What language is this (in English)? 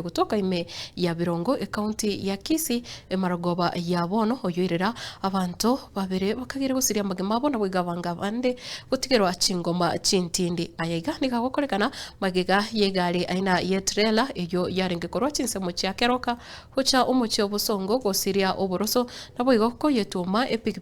Gusii